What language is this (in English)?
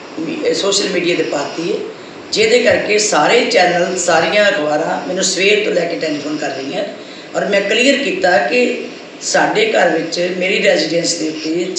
Punjabi